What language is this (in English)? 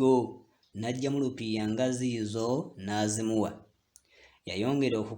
Ganda